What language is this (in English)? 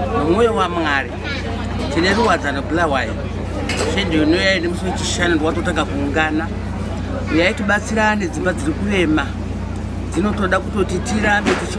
Shona